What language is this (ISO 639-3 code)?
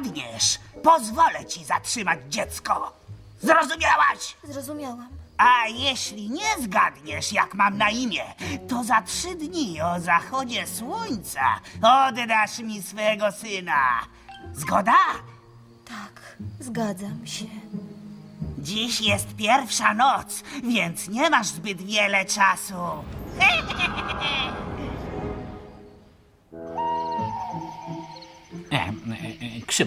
pol